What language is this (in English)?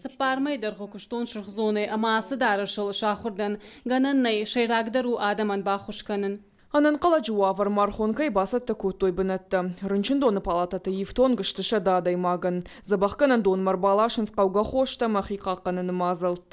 Ossetic